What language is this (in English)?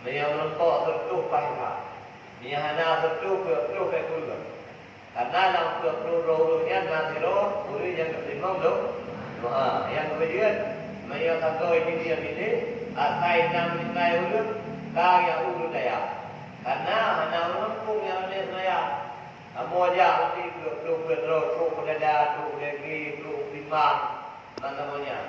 Achinese